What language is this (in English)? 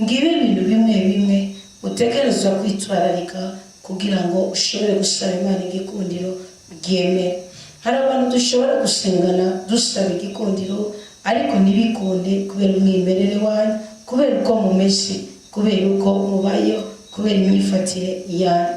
Rundi